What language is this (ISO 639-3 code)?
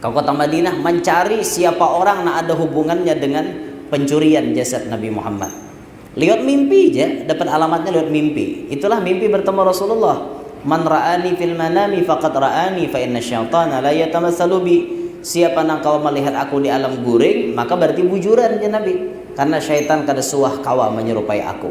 bjn